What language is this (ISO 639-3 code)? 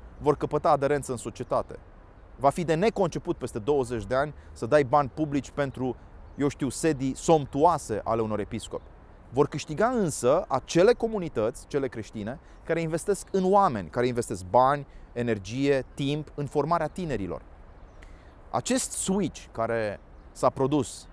ron